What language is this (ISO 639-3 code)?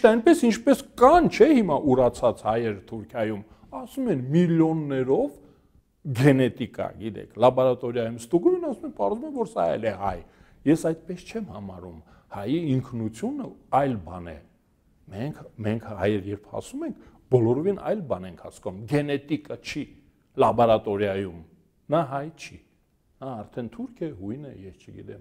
hye